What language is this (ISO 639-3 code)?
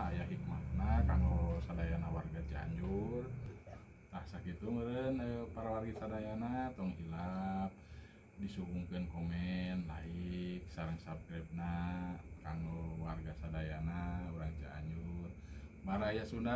sun